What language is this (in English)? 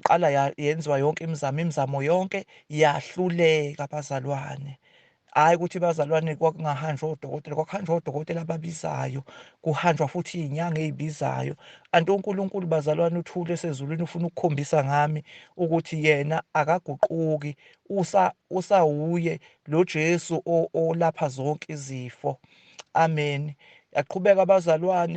Zulu